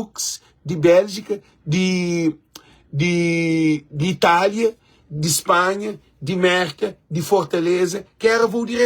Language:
Kabuverdianu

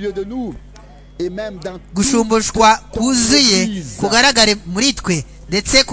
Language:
Kinyarwanda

